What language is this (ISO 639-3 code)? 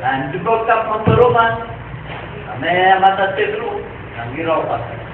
mrw